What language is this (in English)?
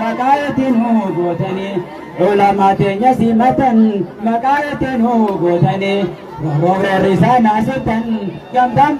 Oromo